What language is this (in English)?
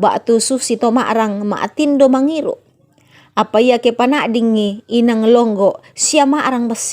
Toraja-Sa'dan